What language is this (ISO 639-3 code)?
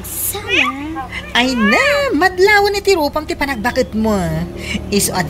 ilo